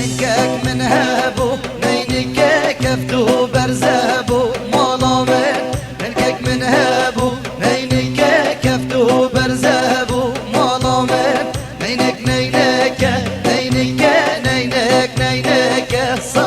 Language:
Kurdish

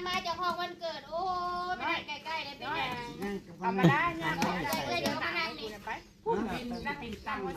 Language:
Northeastern Thai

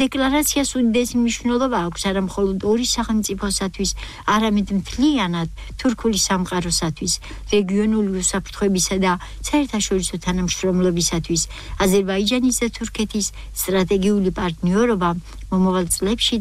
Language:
Georgian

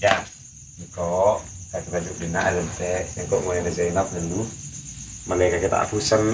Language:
Madurese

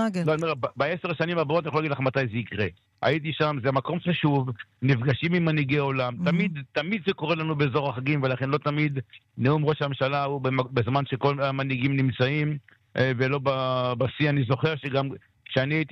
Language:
Hebrew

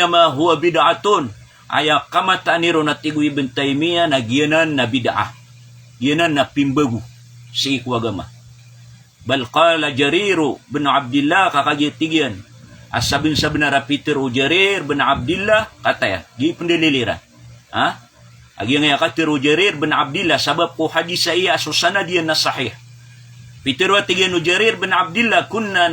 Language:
Maranao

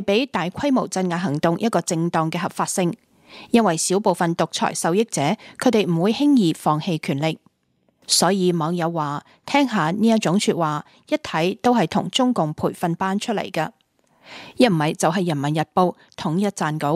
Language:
Cantonese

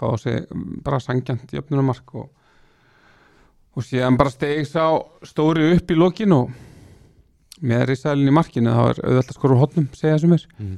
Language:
Icelandic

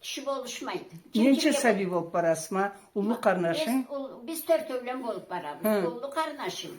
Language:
Karachay-Balkar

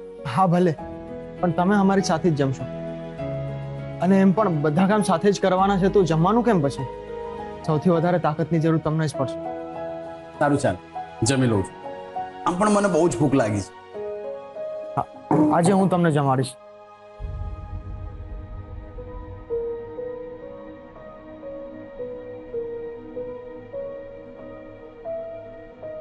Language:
Gujarati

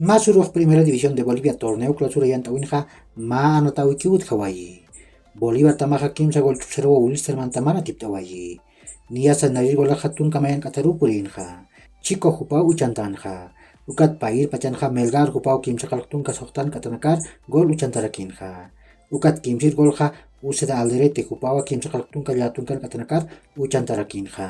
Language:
Aymara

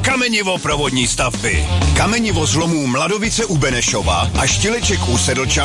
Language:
Czech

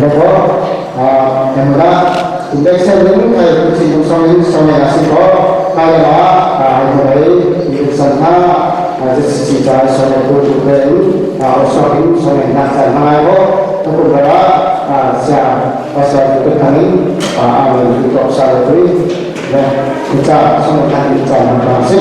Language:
Falam Chin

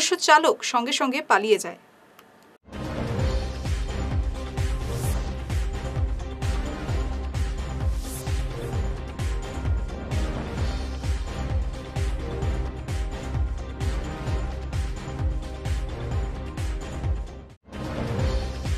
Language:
Bangla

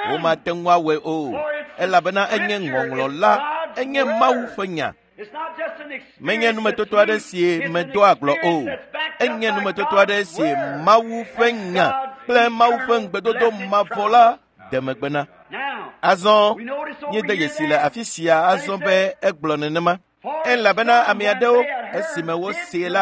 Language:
Ewe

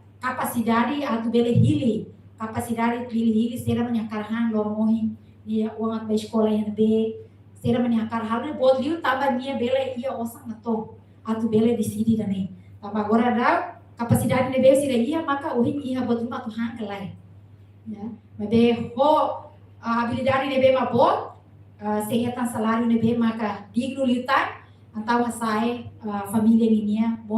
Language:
Tetum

